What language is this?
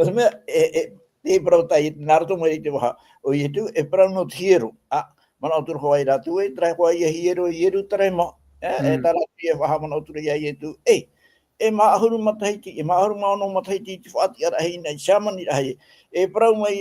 Tahitian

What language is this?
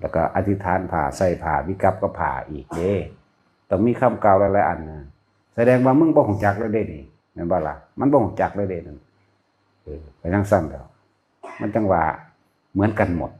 Northeastern Thai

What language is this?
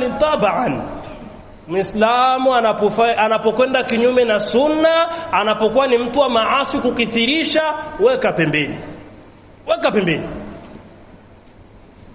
Swahili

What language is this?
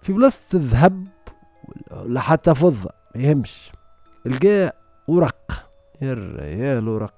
Tunisian Arabic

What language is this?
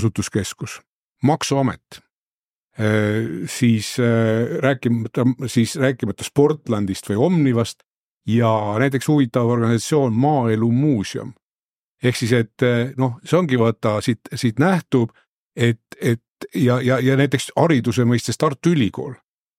Estonian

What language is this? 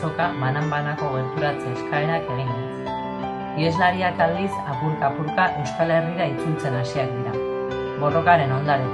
Basque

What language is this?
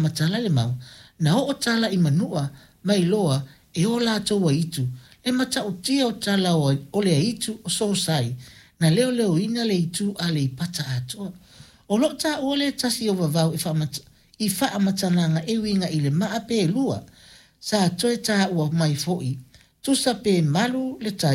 Samoan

